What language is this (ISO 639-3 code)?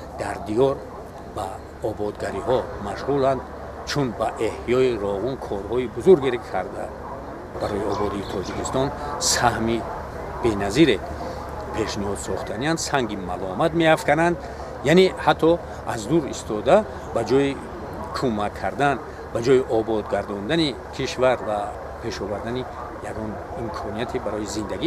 tgk